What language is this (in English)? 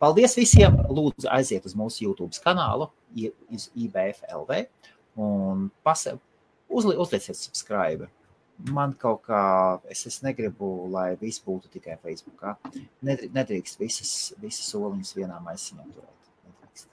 Latvian